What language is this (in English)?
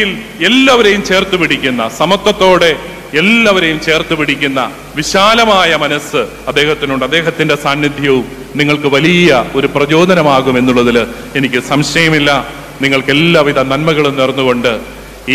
Malayalam